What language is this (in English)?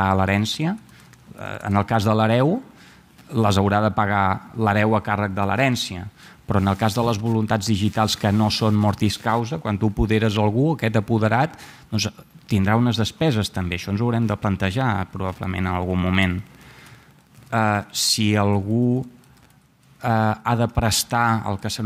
Catalan